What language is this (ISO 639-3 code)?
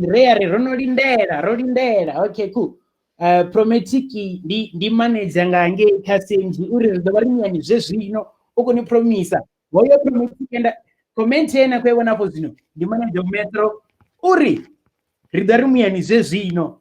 ven